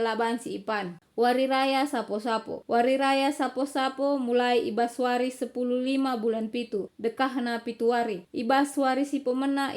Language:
Batak Karo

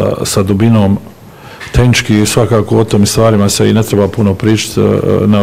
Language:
Croatian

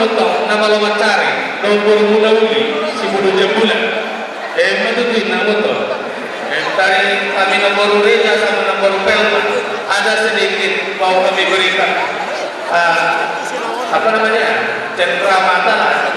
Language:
Batak Toba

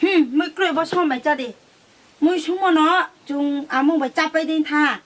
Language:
Riang (India)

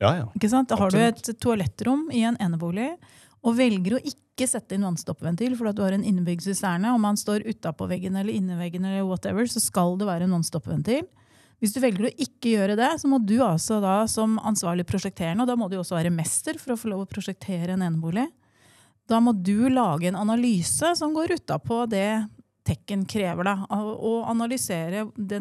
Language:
Norwegian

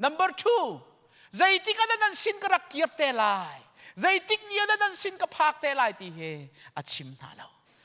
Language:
Hakha Chin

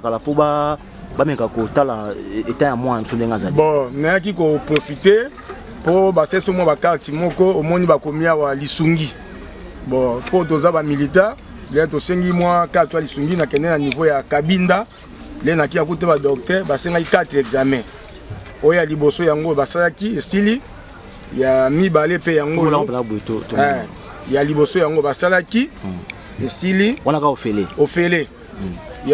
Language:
Lingala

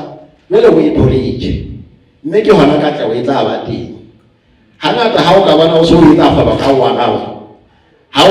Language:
Southern Sotho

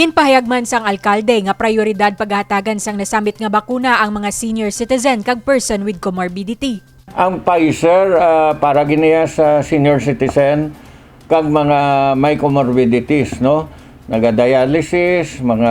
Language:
Hiligaynon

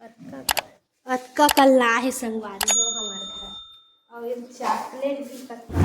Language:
Chhattisgarhi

